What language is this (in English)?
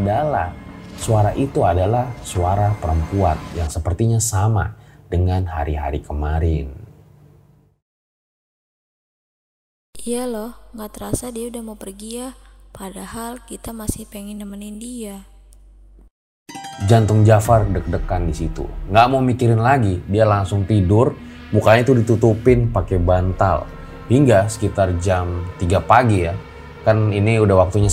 Indonesian